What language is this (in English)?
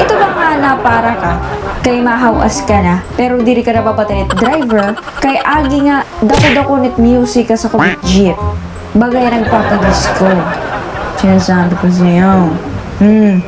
Waray